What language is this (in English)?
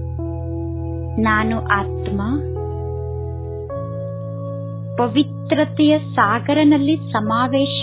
Kannada